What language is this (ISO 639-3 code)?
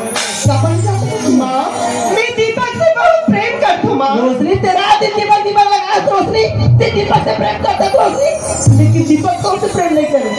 hne